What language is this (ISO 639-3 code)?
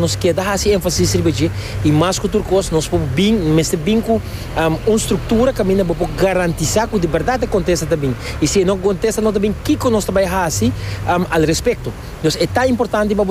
pap